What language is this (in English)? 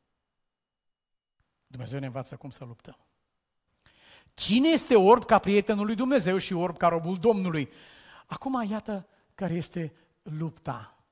Romanian